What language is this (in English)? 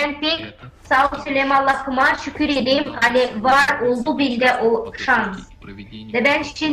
Gagauz